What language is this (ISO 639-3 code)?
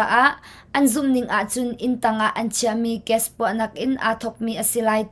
cnh